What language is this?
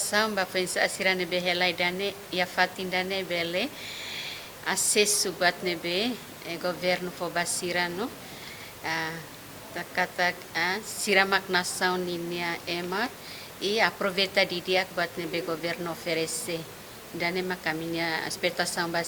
Tetum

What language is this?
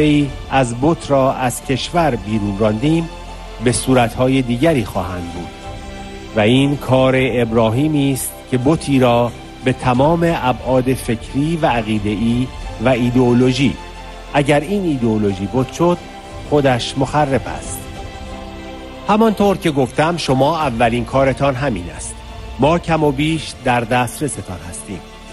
Persian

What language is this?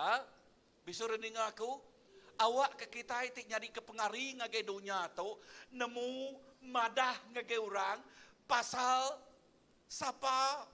Iban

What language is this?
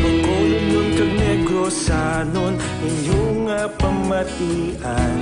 Hiligaynon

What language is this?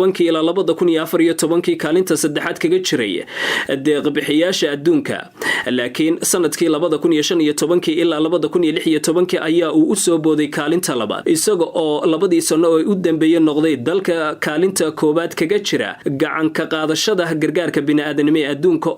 Somali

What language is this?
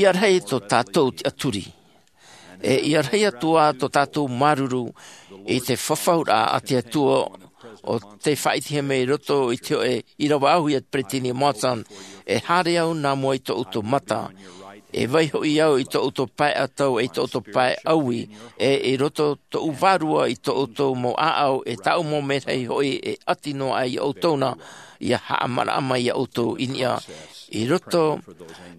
Tahitian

